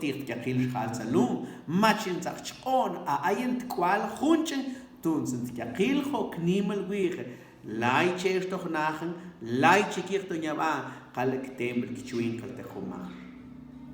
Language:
Mam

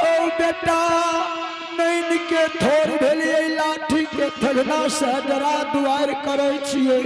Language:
Angika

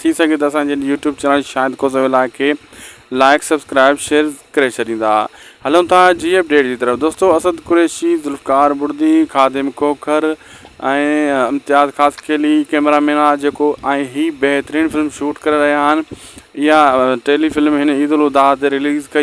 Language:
Sindhi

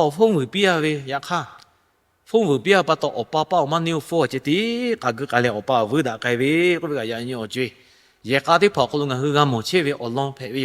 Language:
Lahu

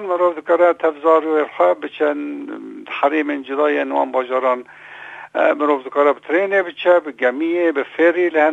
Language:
Kurdish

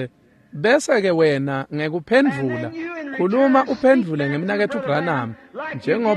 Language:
Swati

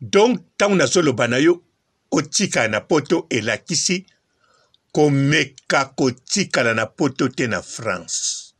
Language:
Lingala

